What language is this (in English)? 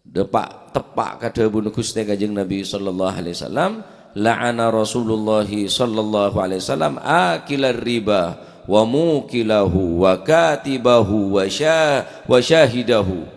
Madurese